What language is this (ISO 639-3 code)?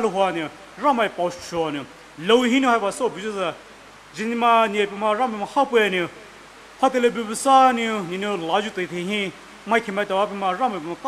pmx